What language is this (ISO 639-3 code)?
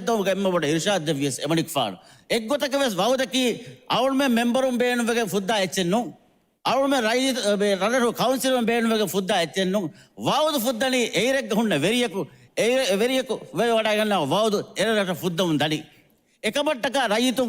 div